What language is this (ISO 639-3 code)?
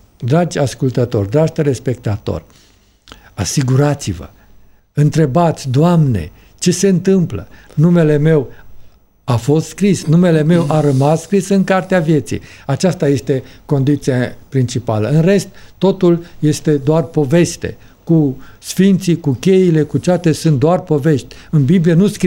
ron